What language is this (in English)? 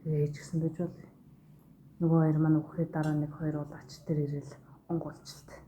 Mongolian